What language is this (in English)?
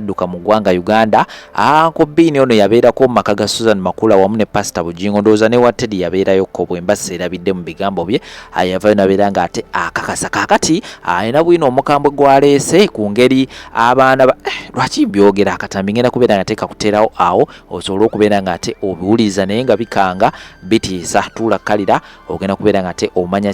Ganda